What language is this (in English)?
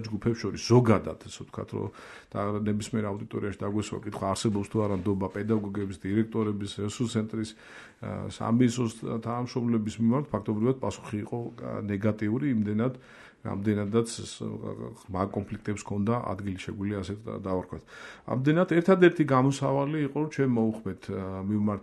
Georgian